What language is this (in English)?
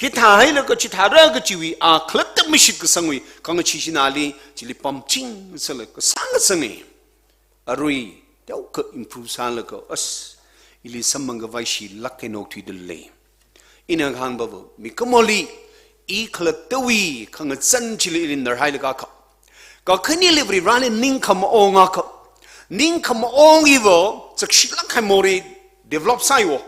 Tangkhul Naga (India)